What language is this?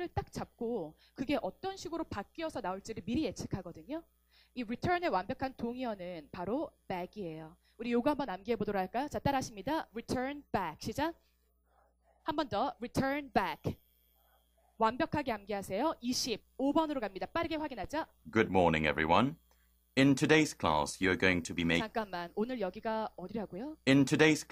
Korean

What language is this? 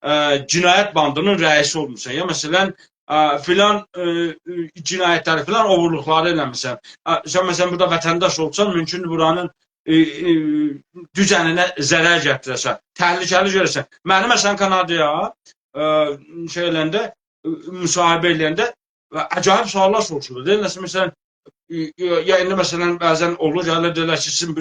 South Azerbaijani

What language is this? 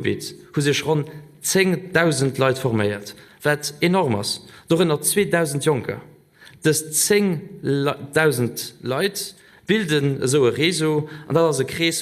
Luxembourgish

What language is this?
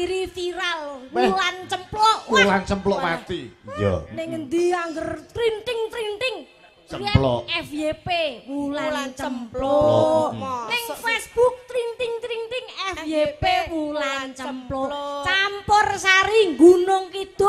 Javanese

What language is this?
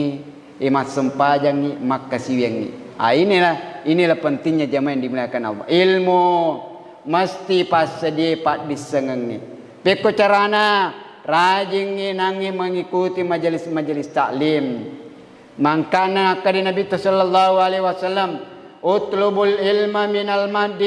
Buginese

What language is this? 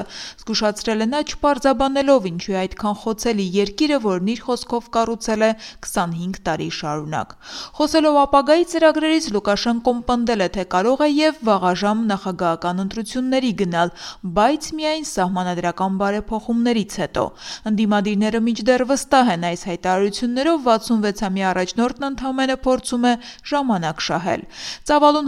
Armenian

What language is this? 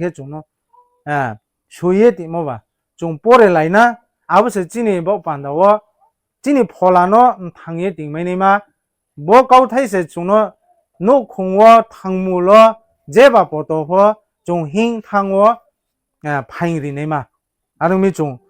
Riang (India)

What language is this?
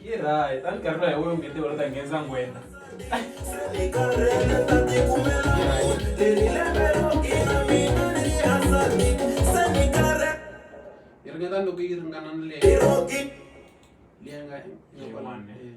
Tsonga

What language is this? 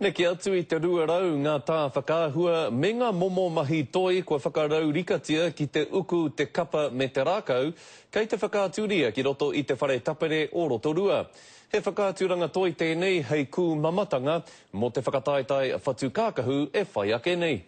Māori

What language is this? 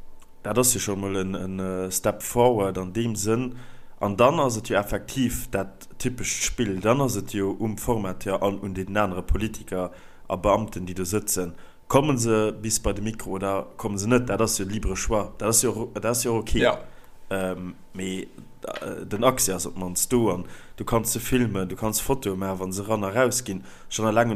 Luxembourgish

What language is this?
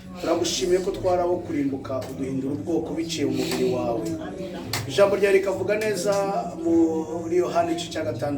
Kinyarwanda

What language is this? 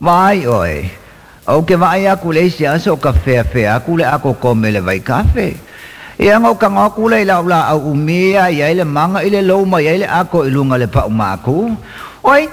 Samoan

